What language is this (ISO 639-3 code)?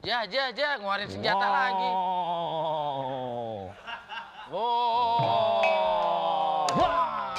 bew